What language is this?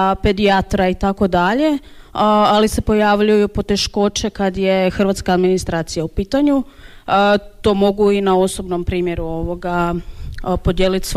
Croatian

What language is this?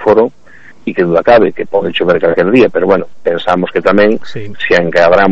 Galician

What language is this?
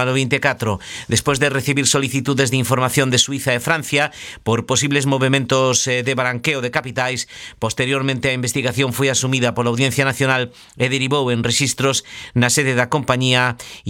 Galician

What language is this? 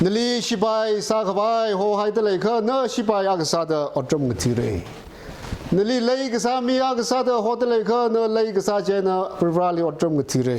Tangkhul Naga (India)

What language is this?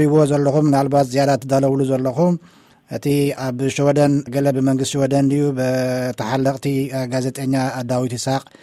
Tigrinya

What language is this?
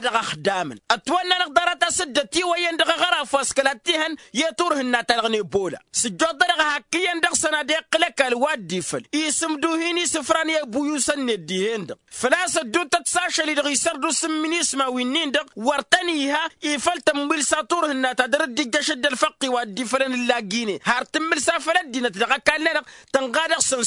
Tamasheq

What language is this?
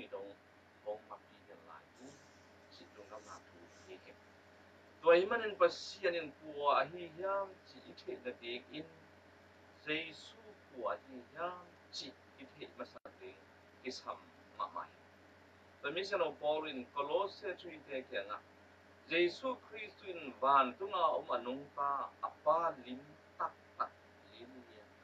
Tedim Chin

